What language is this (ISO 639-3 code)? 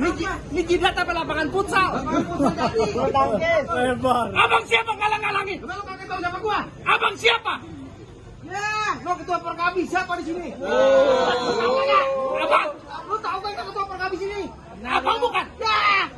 bew